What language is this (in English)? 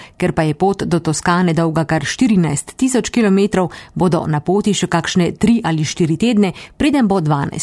Slovenian